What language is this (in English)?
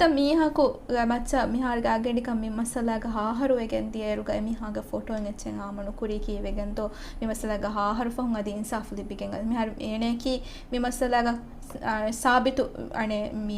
Divehi